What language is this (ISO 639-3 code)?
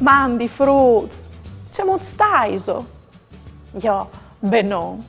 fur